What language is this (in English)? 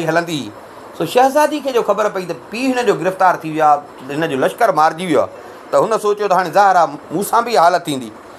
Sindhi